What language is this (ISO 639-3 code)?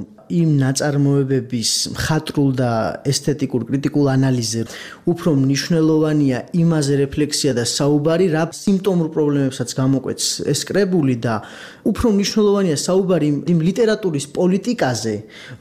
kat